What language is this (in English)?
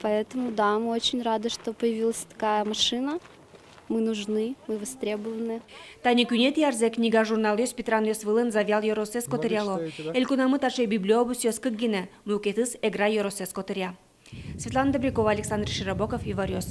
Udmurt